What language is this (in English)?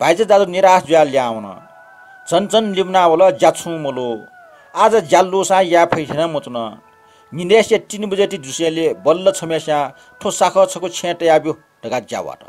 Newari